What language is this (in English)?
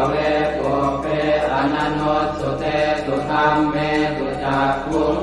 Pali